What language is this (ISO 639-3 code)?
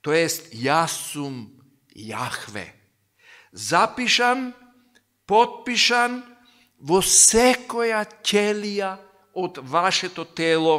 mkd